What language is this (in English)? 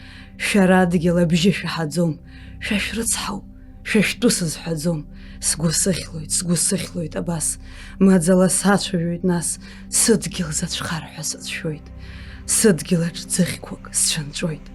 Abkhazian